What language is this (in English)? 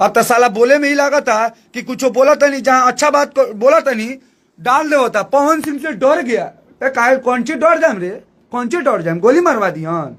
Bhojpuri